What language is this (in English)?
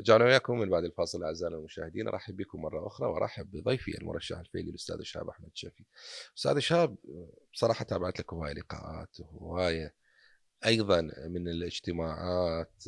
Mesopotamian Arabic